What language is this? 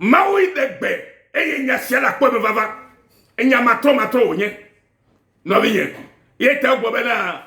Ewe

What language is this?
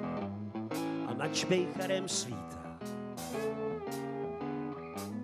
Czech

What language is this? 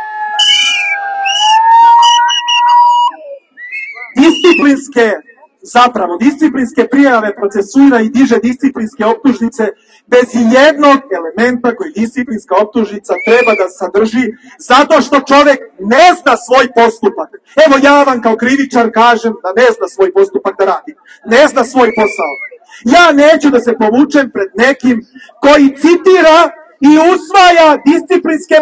Serbian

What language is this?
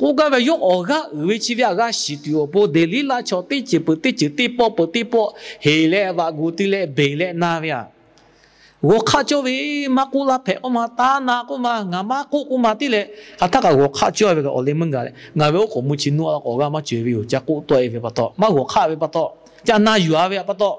Lahu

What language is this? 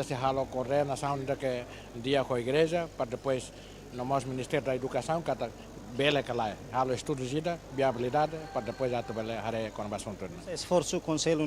Tetum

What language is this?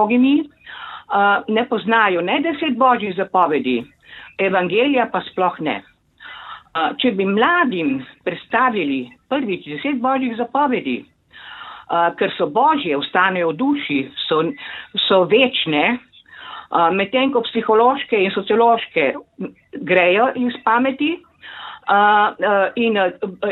Slovenian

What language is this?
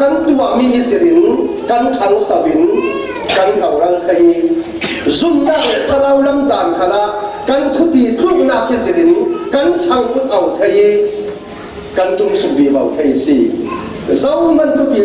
Falam Chin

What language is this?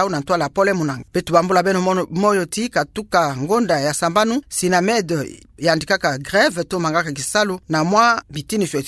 Kituba (Democratic Republic of Congo)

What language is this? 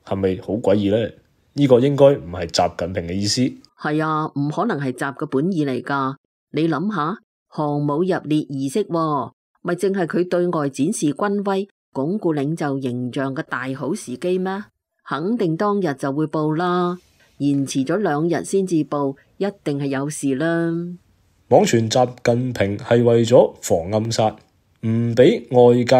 Cantonese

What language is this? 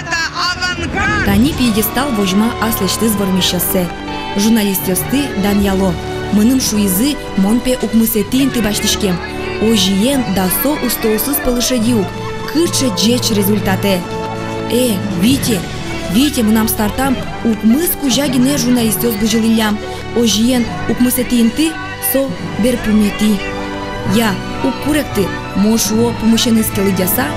Udmurt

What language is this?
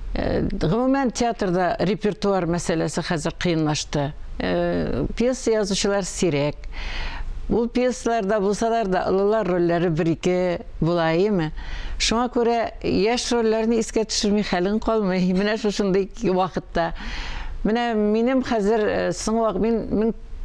Tatar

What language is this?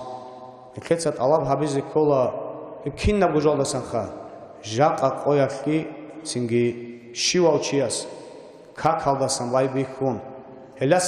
Avaric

